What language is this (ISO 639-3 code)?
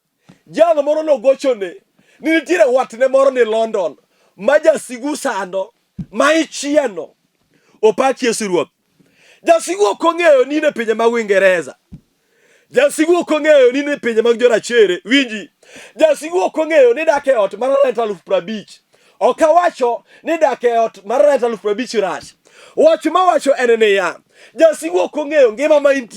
luo